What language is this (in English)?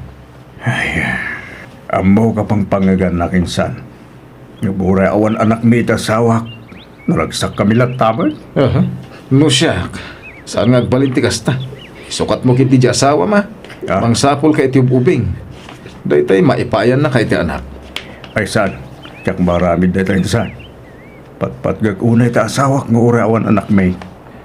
Iloko